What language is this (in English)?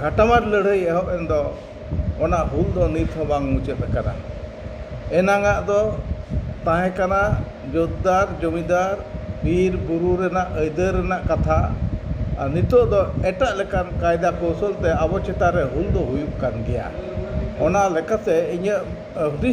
Santali